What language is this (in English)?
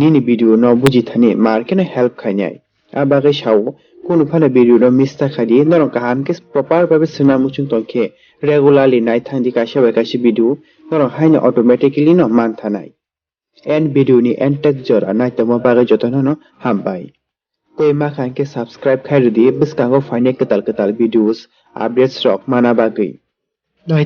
Kok Borok